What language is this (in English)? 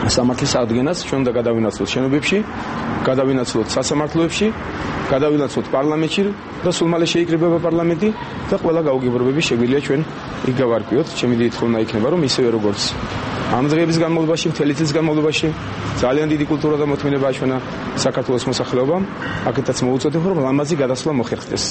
Georgian